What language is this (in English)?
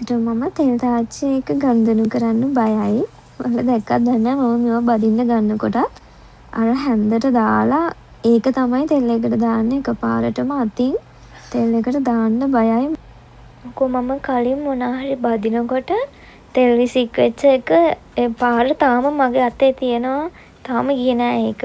Sinhala